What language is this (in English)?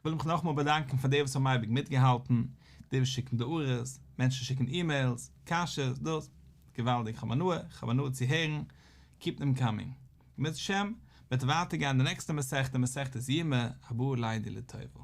Yiddish